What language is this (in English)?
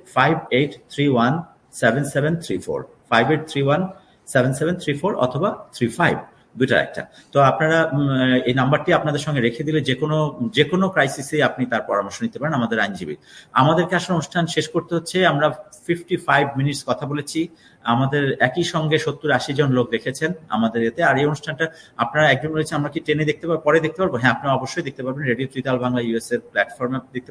Bangla